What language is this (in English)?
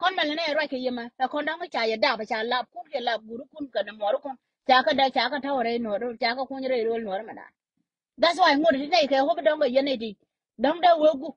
Nuer